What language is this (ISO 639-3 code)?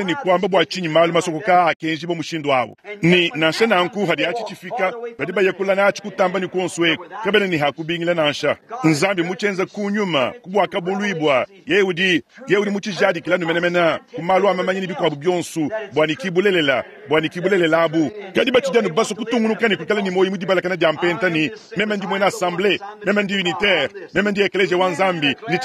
lua